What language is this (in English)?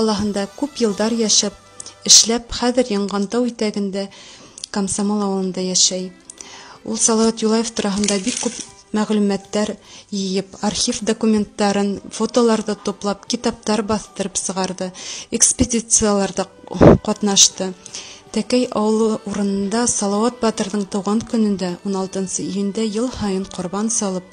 Bashkir